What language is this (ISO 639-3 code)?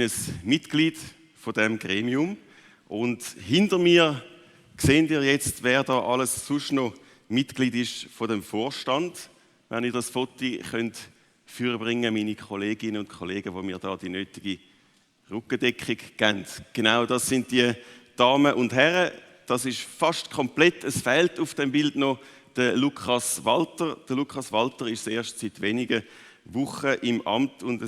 gsw